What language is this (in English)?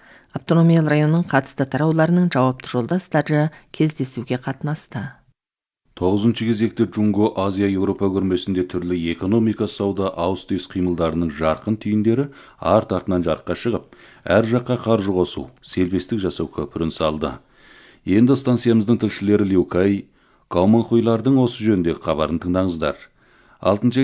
Kazakh